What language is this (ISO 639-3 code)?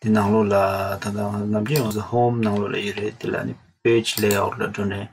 bod